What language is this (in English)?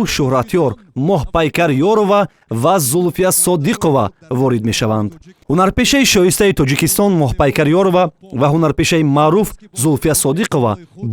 Tajik